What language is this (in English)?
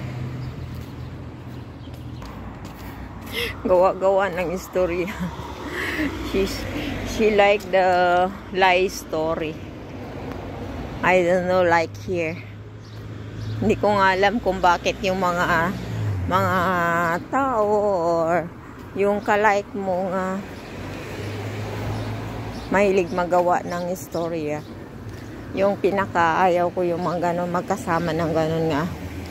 Filipino